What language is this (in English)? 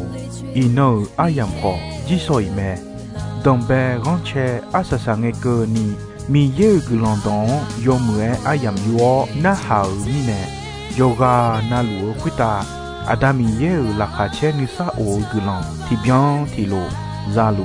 Akha